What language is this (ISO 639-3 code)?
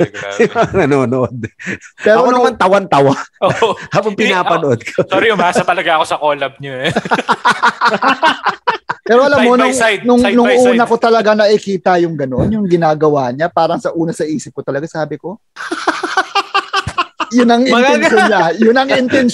fil